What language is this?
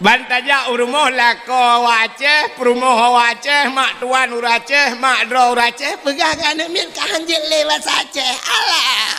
Achinese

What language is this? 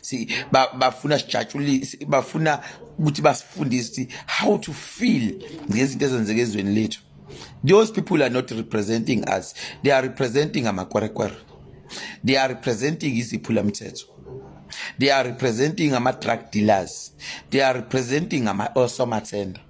Zulu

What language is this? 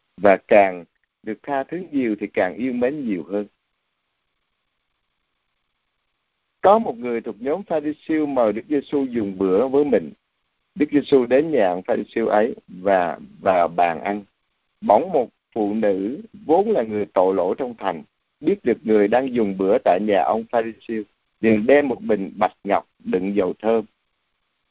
Vietnamese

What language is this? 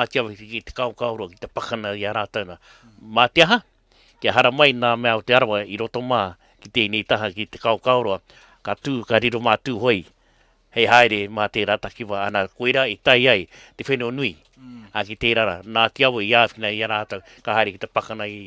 Māori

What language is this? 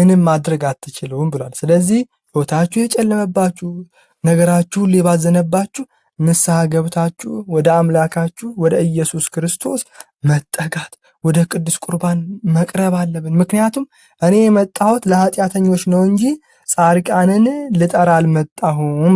Amharic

